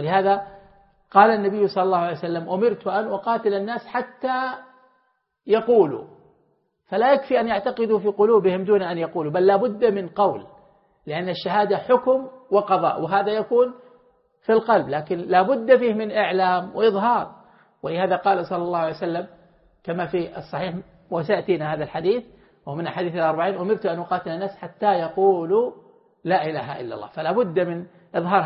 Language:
Arabic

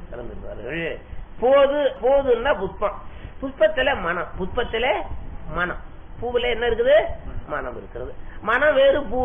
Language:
Tamil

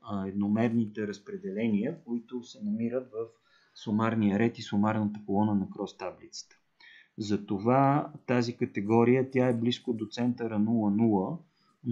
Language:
Bulgarian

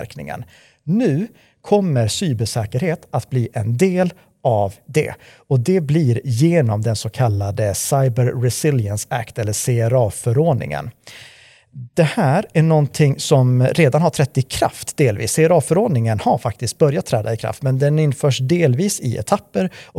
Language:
Swedish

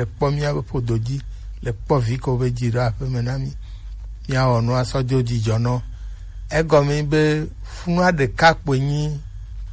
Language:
Gen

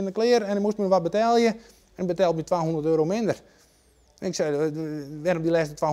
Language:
Western Frisian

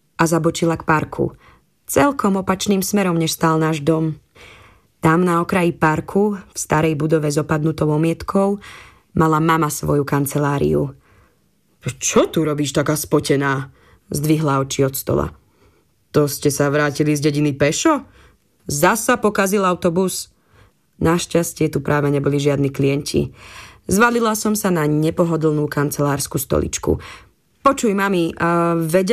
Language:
Slovak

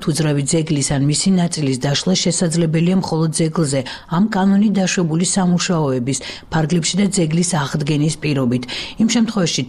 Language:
Georgian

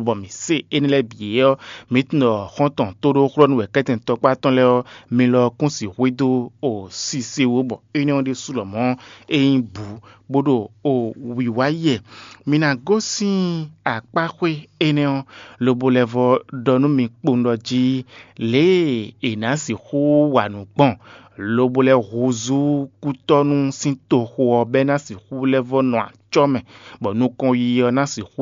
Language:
Fon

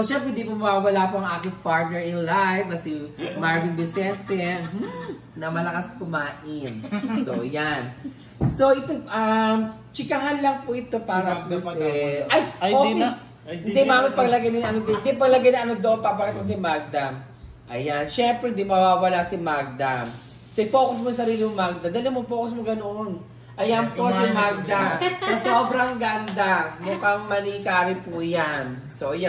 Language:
Filipino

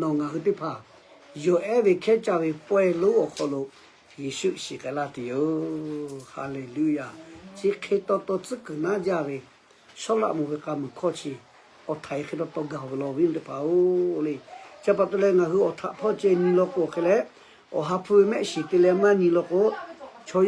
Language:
Lahu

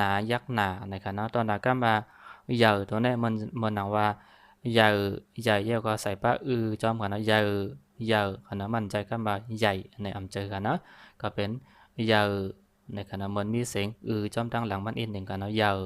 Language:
Shan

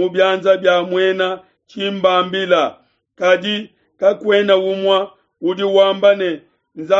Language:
Luba-Lulua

